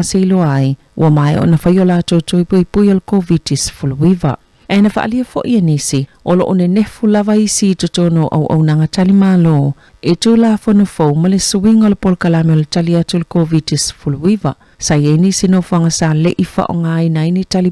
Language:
Samoan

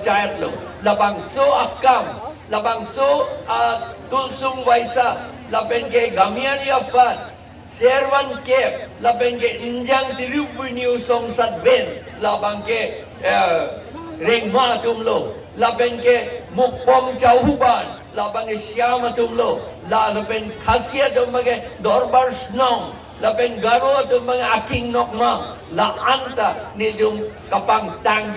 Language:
Karbi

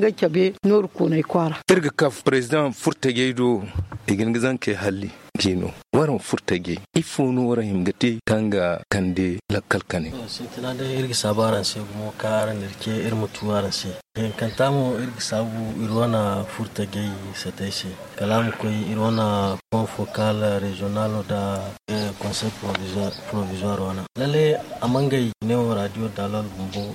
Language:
Zarma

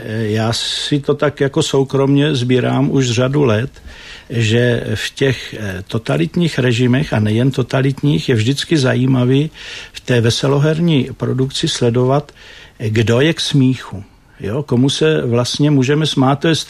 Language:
Czech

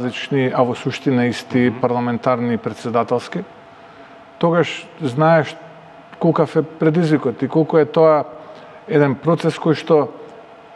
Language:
Macedonian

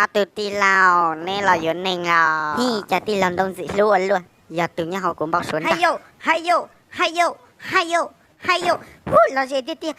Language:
Hmong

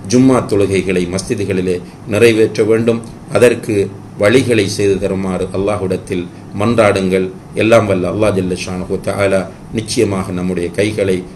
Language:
Tamil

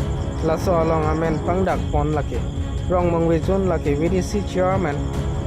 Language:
Karbi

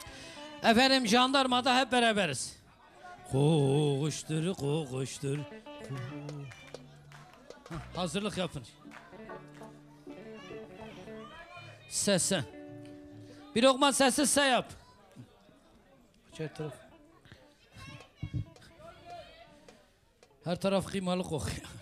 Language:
Turkish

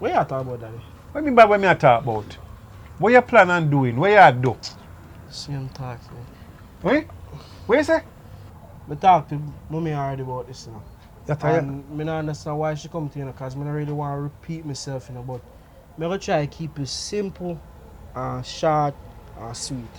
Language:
Jamaican Creole English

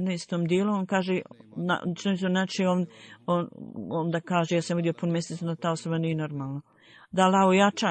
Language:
Bosnian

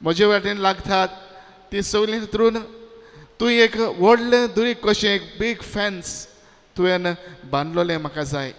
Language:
Konkani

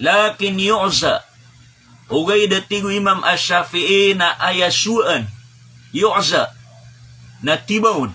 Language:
Maranao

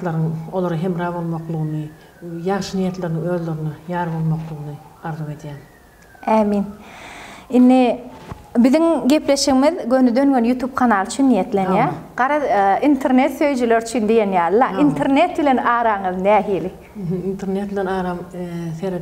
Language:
Turkmen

